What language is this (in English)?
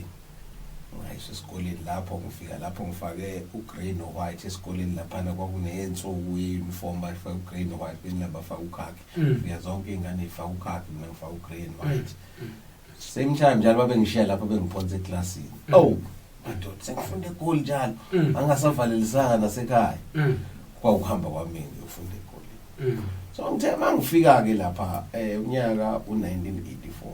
Zulu